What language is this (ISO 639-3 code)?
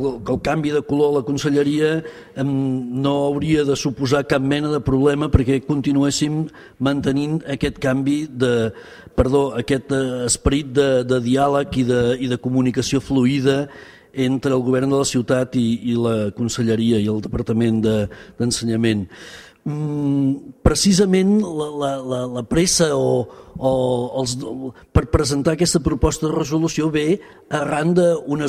cat